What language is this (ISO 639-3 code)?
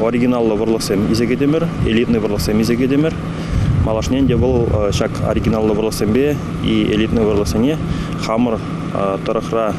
chv